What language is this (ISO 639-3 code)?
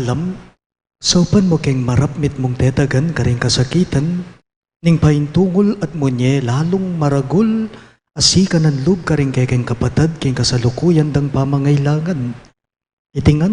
pam